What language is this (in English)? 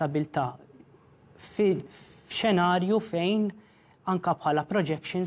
Maltese